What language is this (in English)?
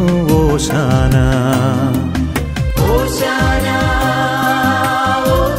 Malayalam